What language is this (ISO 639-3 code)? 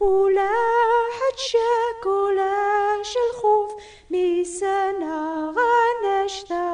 kab